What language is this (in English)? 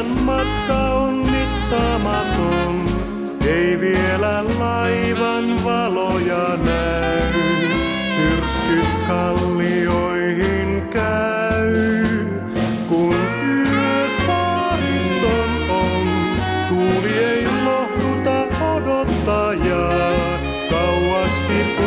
Finnish